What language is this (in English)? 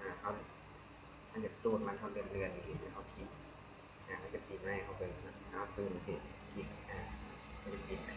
Lao